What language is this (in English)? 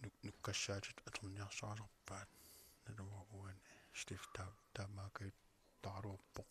Kalaallisut